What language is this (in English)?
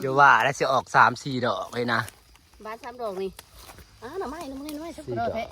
Northeastern Thai